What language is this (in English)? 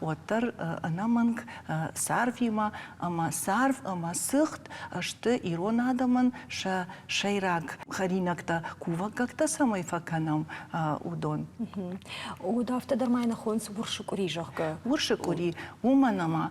Ossetic